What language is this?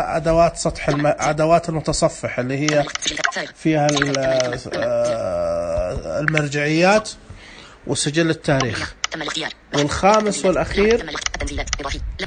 Najdi Arabic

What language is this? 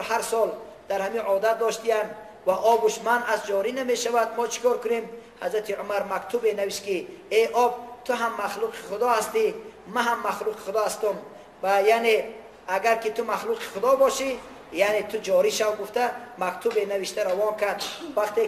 Tajik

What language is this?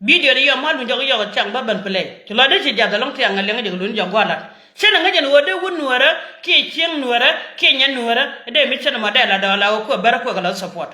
Nuer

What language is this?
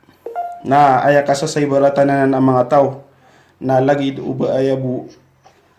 Maranao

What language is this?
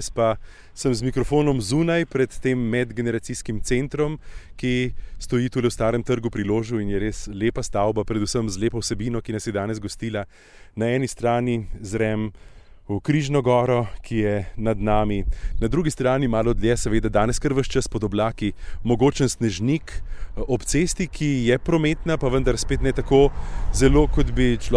Slovenian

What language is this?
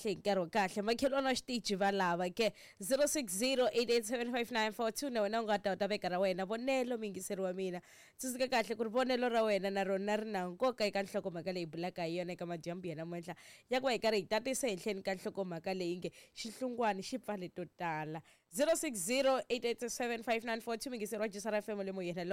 Tsonga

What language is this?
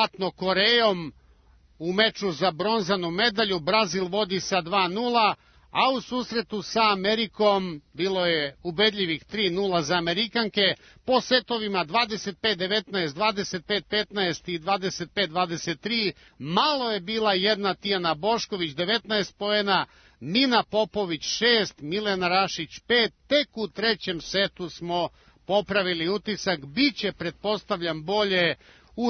Serbian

